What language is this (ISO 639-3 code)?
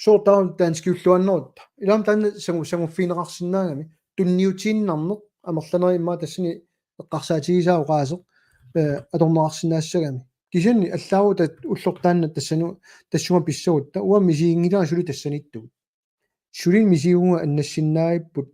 kal